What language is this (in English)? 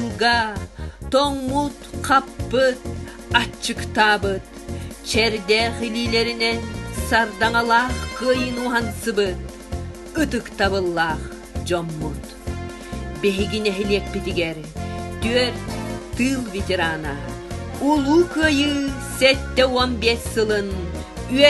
Yakut